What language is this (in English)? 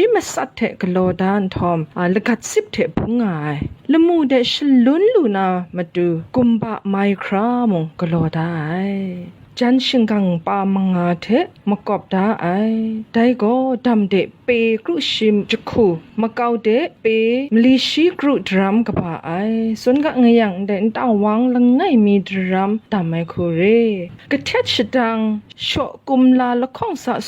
Kachin